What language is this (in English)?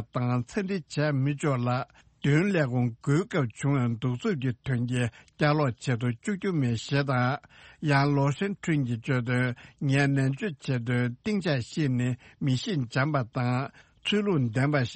Tibetan